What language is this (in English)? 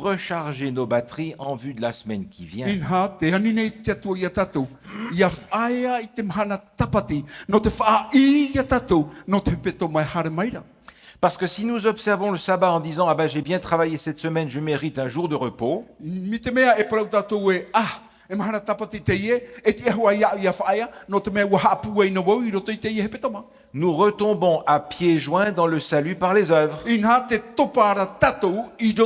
Tahitian